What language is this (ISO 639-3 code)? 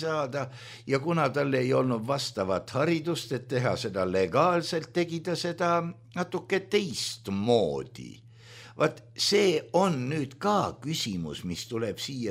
est